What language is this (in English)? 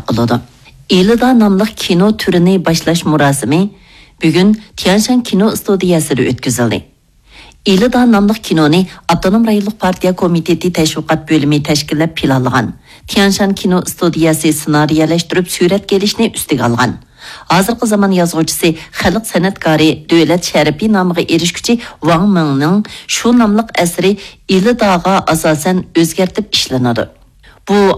Uyghur